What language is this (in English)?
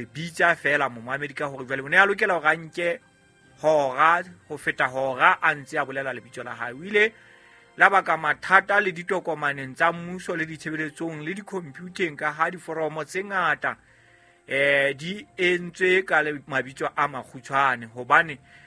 Southern Sotho